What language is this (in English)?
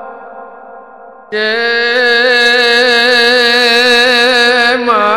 Gujarati